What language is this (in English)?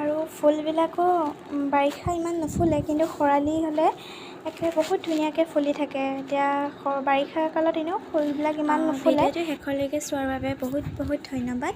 Assamese